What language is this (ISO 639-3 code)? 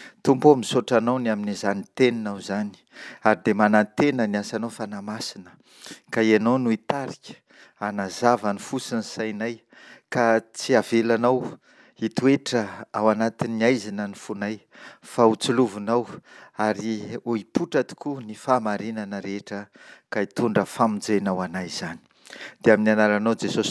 mlg